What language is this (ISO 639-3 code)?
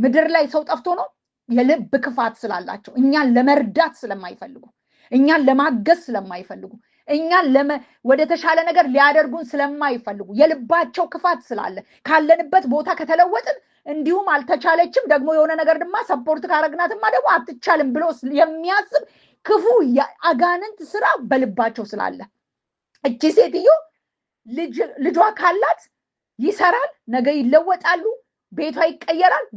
amh